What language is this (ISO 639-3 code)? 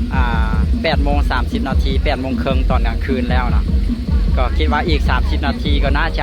lao